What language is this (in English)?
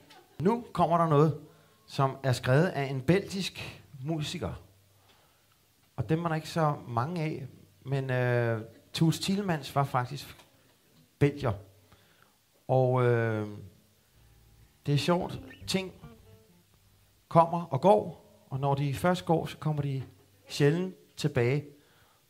Danish